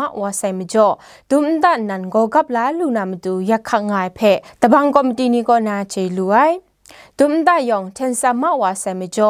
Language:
Kachin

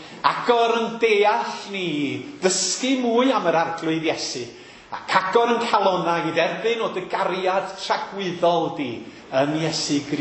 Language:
Welsh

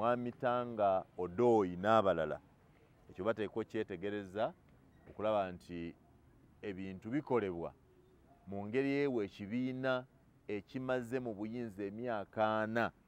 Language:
Ganda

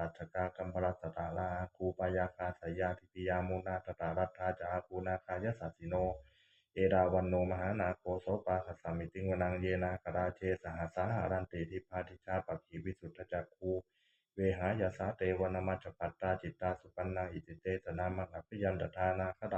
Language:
Pali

